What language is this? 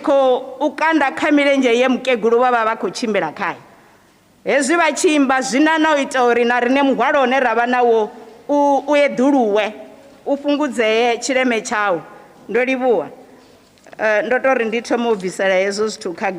Venda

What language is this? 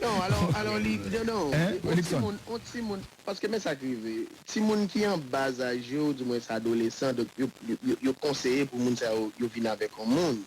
Haitian Creole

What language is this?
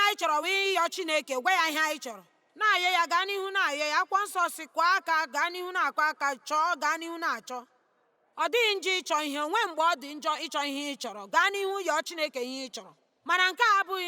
Igbo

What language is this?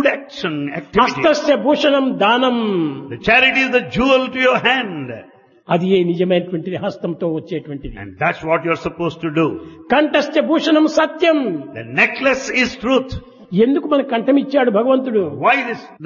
Telugu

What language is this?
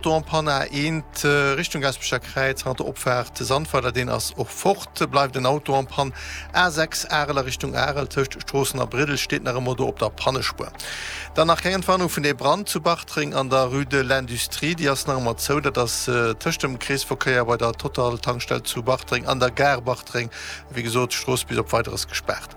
Luxembourgish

